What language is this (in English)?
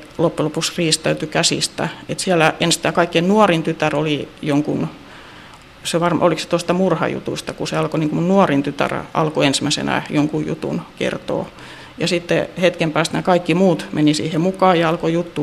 Finnish